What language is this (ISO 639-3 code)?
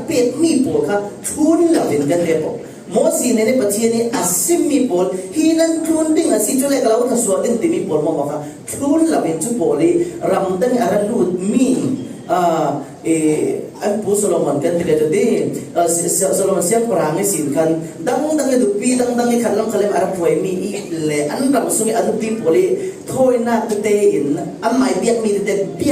cfm